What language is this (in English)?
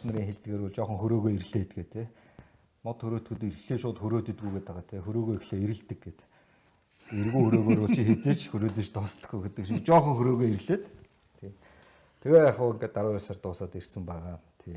Mongolian